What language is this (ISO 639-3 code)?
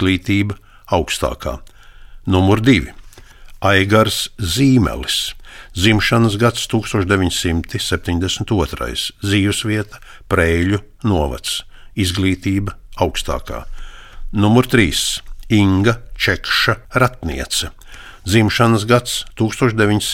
lav